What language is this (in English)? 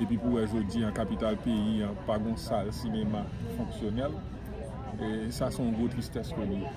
Haitian Creole